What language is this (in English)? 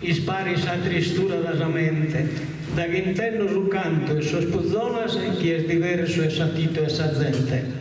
Sardinian